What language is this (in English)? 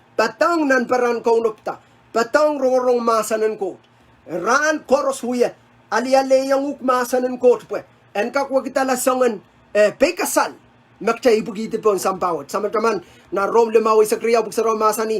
Pohnpeian